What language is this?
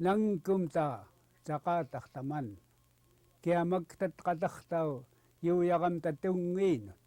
Central Yupik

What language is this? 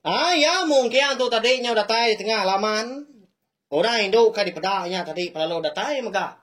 Iban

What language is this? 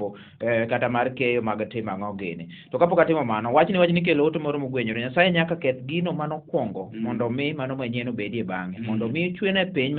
Luo (Kenya and Tanzania)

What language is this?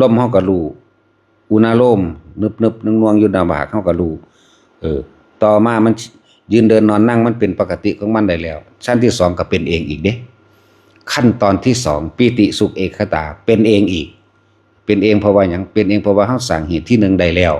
Northeastern Thai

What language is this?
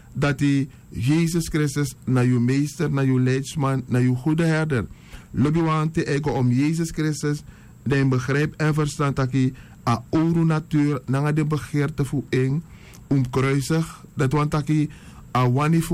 Sranan Tongo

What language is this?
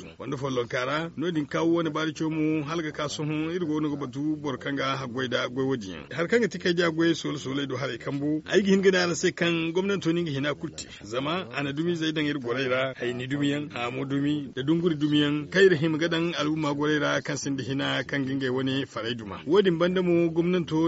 Zarma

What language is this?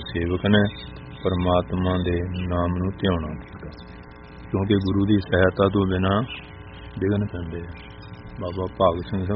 Punjabi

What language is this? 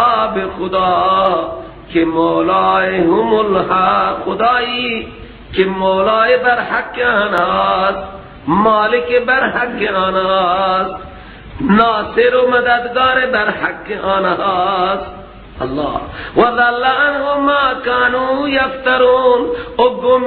Persian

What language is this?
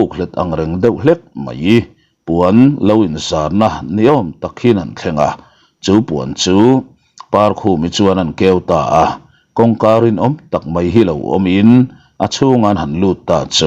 Mizo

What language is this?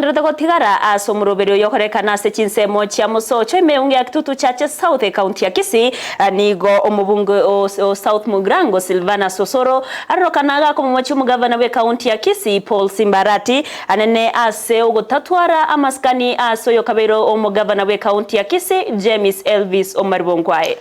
Gusii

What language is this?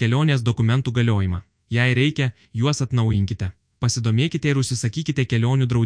Lithuanian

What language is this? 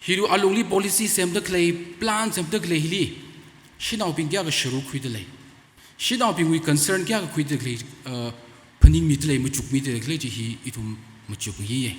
Tangkhul Naga (India)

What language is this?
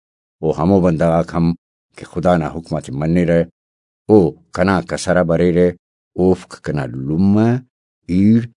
Brahui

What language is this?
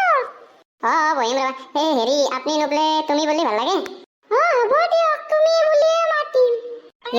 Assamese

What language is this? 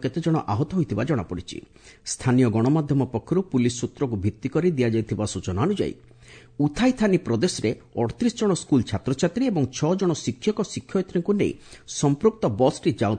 Odia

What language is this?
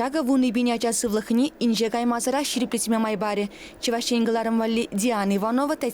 Chuvash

